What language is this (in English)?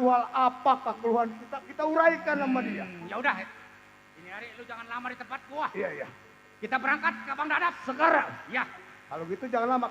Betawi